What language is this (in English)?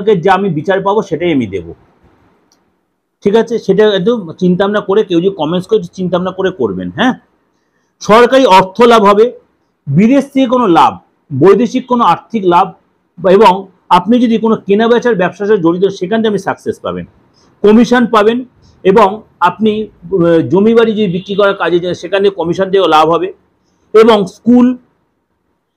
Bangla